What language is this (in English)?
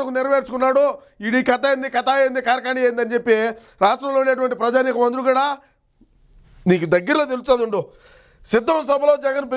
Telugu